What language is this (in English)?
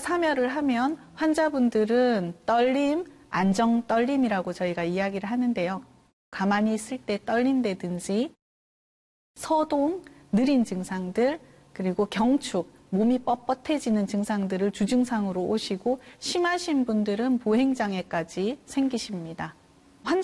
Korean